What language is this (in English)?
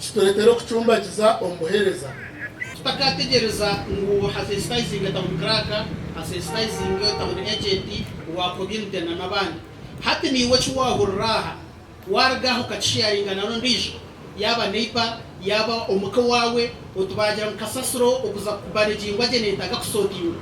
Nyankole